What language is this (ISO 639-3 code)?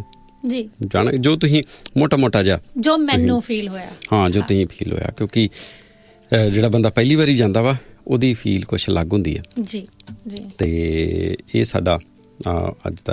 pan